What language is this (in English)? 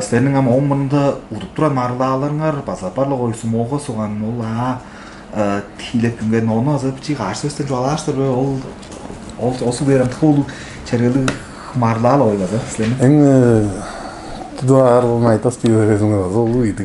Tuvinian